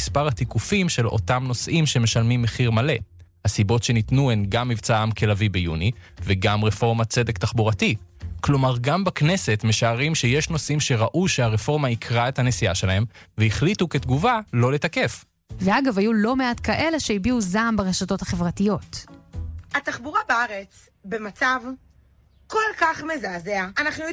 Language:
Hebrew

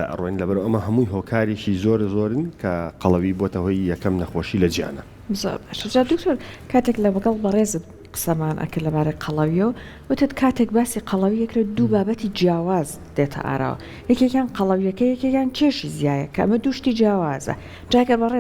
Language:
Central Kurdish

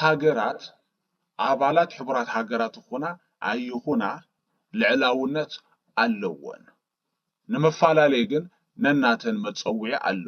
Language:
Tigrinya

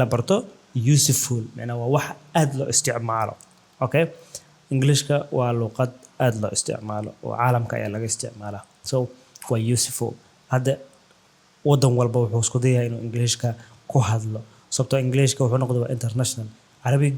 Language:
Somali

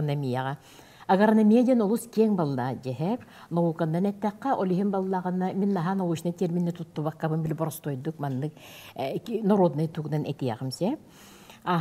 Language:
Yakut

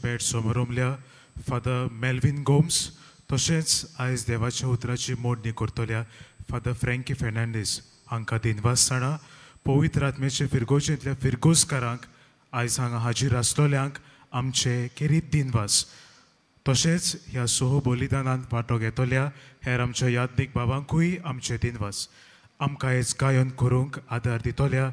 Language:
Konkani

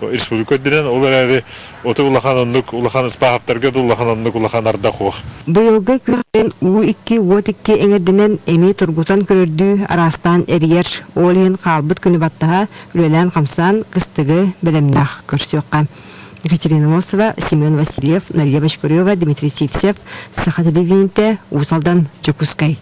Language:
Yakut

